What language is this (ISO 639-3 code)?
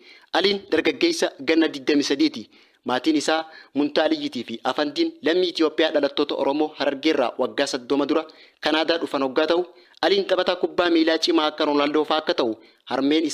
orm